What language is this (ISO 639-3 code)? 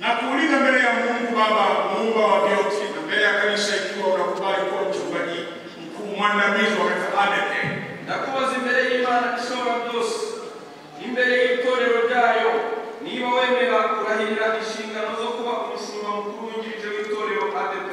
kin